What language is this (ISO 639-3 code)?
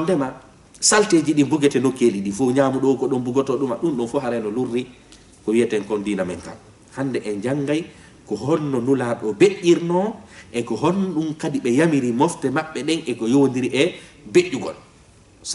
ful